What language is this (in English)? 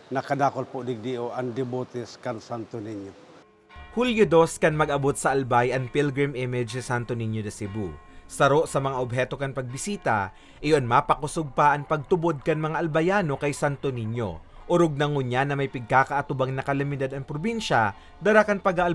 Bikol